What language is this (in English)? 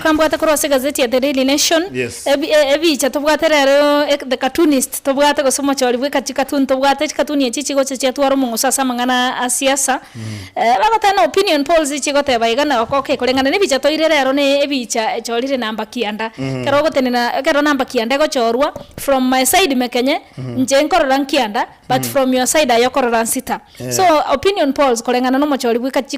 Gusii